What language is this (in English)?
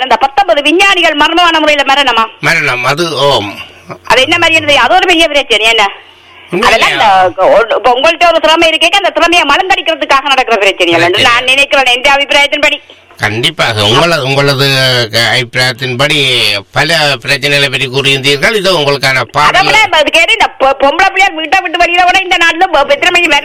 Tamil